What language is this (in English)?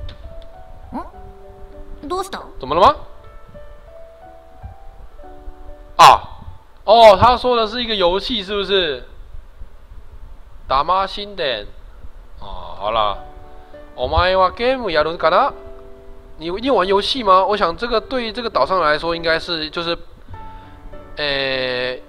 Chinese